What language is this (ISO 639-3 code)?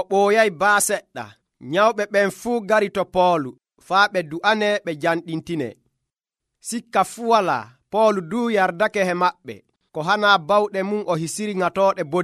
fuv